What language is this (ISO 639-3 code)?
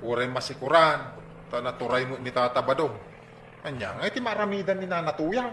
ilo